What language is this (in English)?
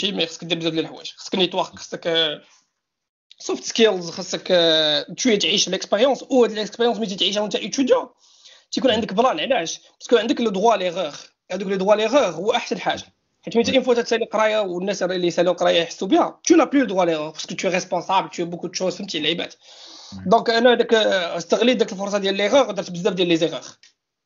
Moroccan Arabic